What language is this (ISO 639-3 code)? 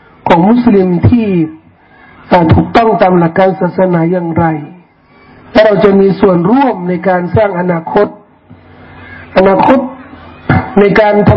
tha